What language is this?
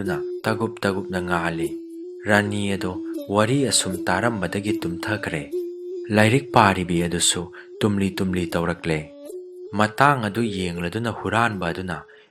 Manipuri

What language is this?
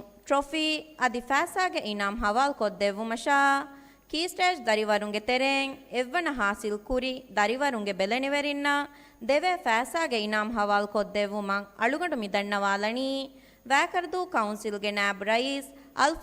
Divehi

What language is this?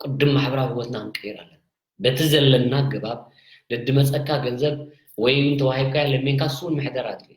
Tigrinya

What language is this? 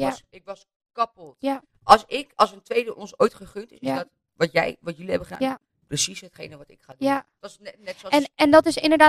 Dutch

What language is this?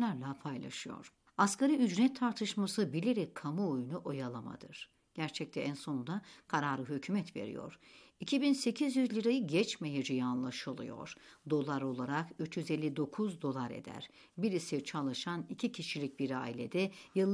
Turkish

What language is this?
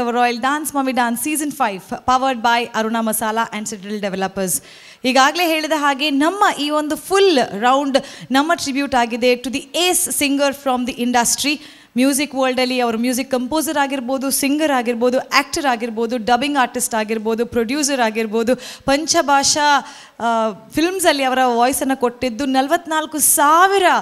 Kannada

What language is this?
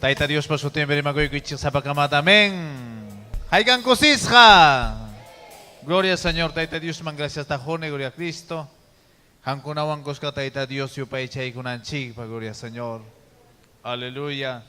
Ayacucho Quechua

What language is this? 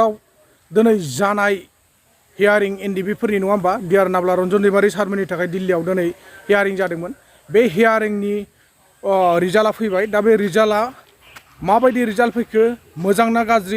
Bodo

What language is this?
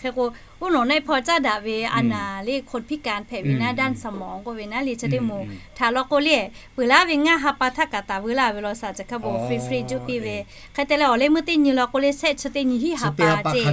Lahu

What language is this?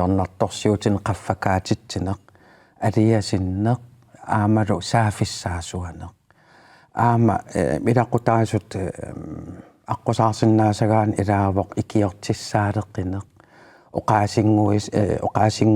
Kalaallisut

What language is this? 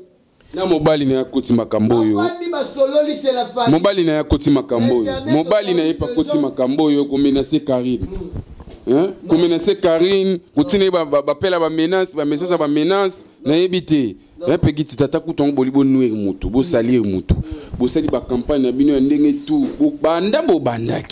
Lingala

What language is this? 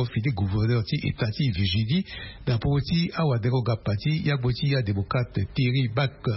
Sango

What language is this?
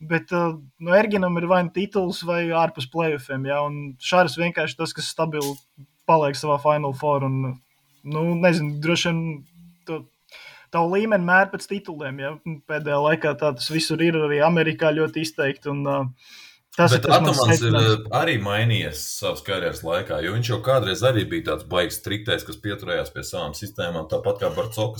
Latvian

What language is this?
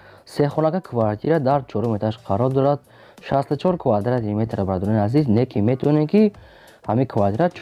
Tajik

